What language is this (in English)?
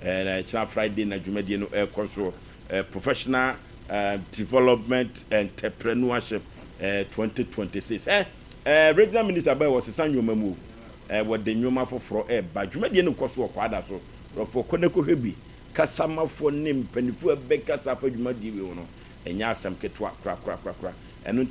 Akan